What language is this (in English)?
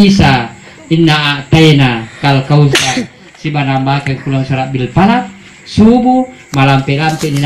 Buginese